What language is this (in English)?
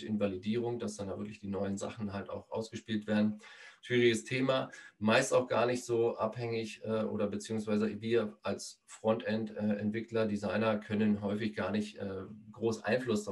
German